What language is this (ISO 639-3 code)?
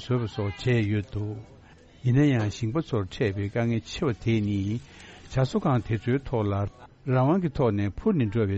bod